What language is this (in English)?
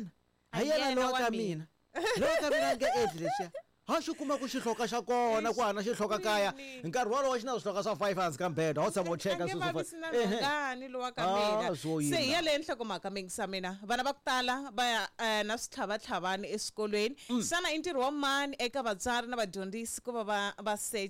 Tsonga